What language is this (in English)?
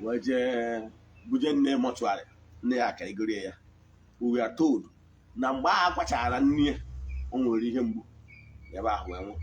Igbo